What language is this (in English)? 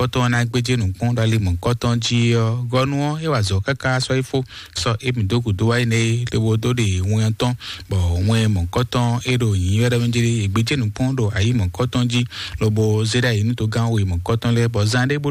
Fon